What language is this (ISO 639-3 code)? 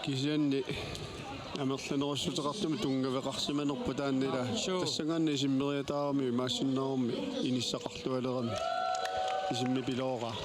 kal